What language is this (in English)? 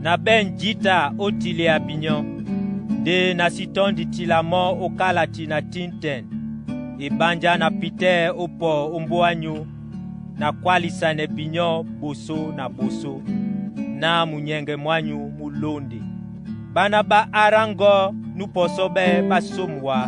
Duala